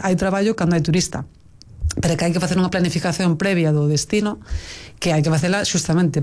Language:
Galician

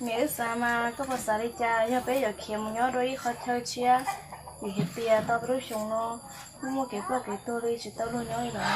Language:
Hmong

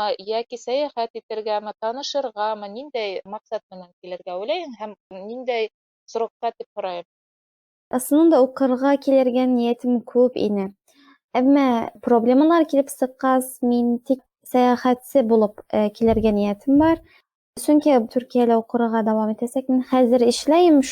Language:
Bashkir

